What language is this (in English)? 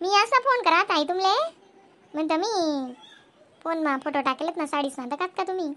Khandesi